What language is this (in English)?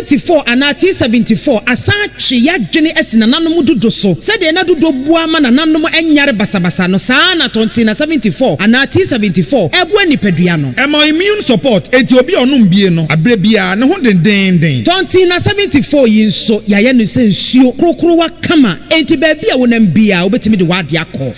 Akan